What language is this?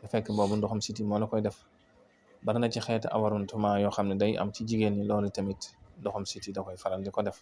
Wolof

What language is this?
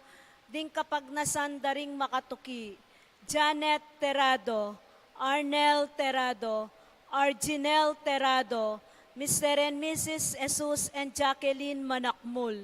Pampanga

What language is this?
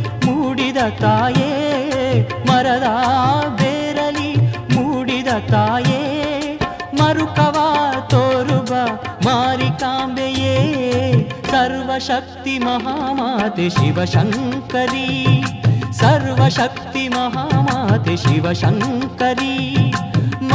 Kannada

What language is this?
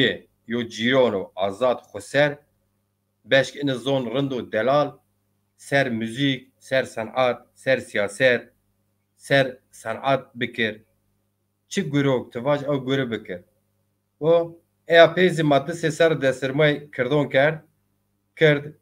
Zaza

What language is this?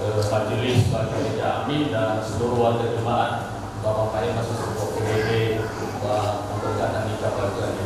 Nias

